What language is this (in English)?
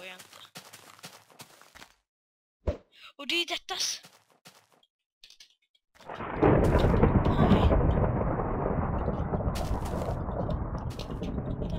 Swedish